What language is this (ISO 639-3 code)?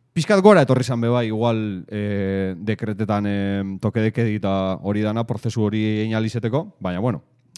eus